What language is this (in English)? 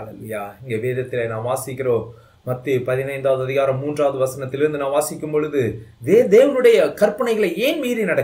Tamil